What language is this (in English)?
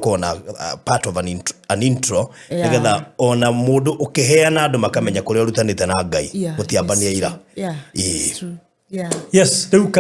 Kikuyu